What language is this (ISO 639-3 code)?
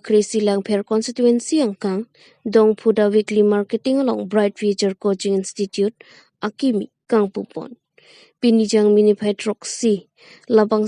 mjw